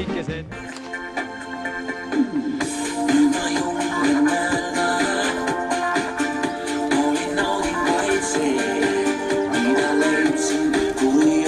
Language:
Estonian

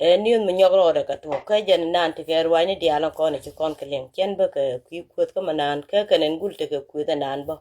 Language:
Nuer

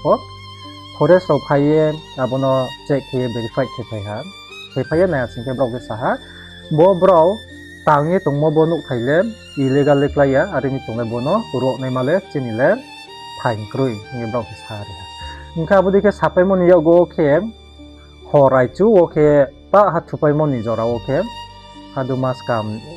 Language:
Riang (India)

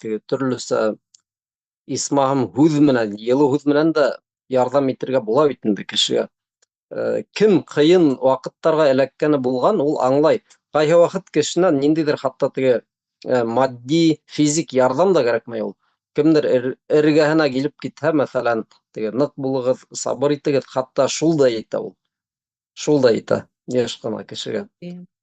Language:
Bashkir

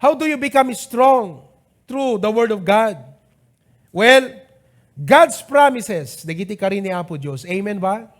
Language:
Iloko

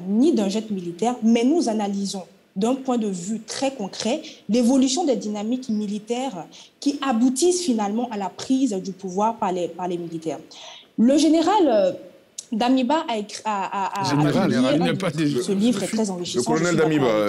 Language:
French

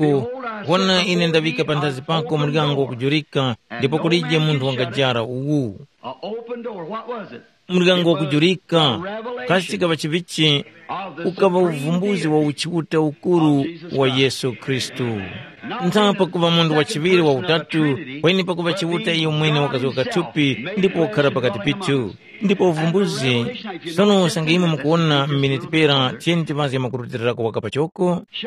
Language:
Tumbuka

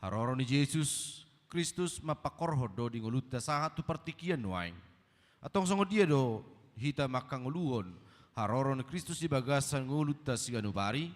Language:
Batak Toba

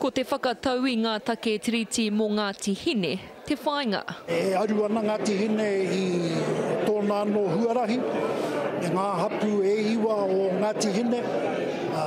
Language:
Māori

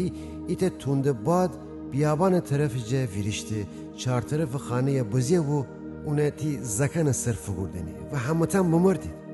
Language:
Gilaki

